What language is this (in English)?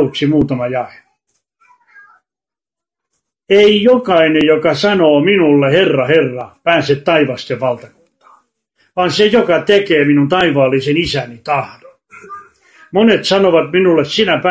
Finnish